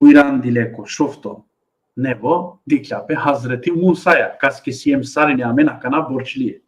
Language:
Balkan Romani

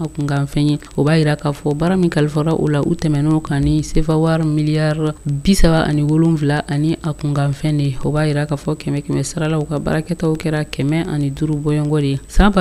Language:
Bambara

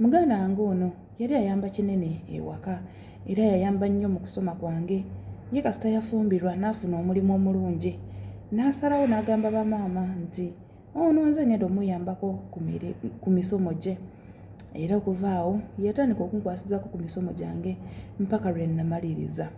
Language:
Ganda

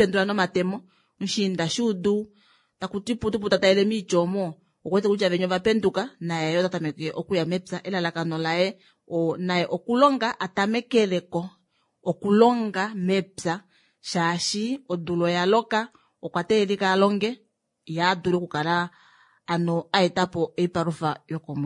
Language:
Kuanyama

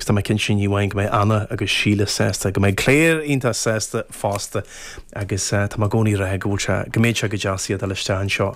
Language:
Irish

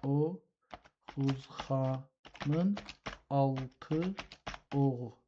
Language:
South Azerbaijani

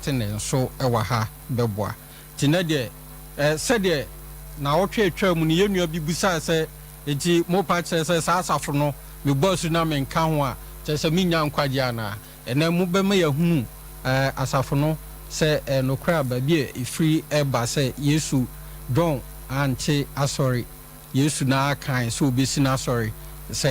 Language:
Akan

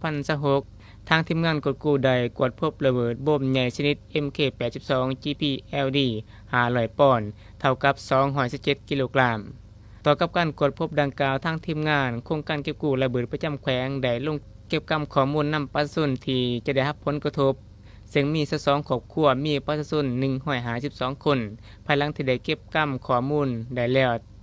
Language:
Lao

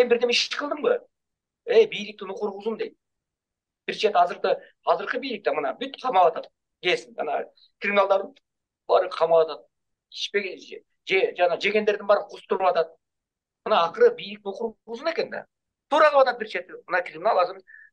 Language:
Kyrgyz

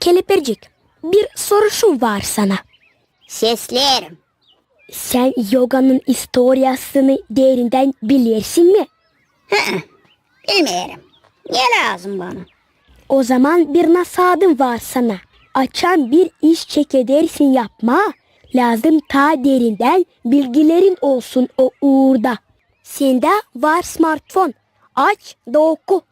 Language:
Gagauz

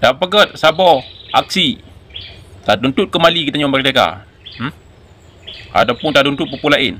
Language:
Achinese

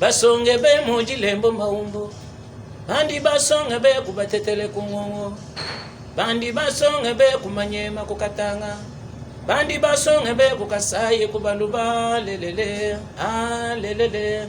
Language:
Luba-Lulua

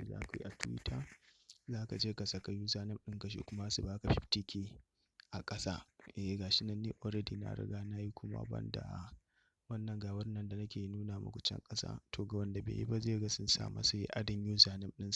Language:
Hausa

